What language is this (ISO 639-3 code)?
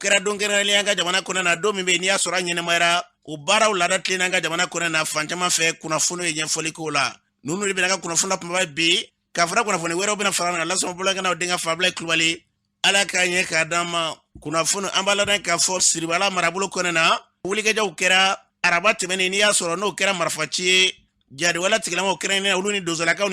bam